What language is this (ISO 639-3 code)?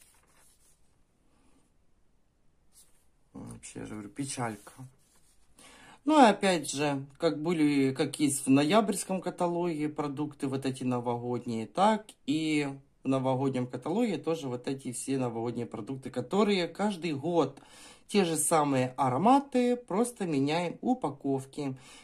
rus